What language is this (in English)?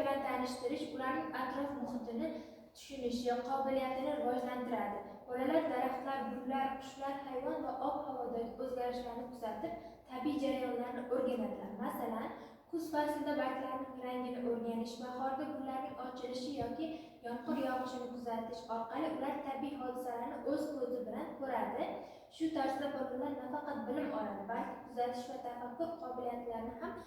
Uzbek